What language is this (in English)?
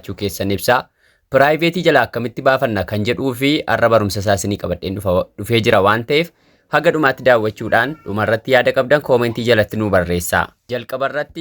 Oromo